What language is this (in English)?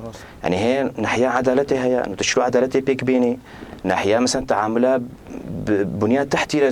Kurdish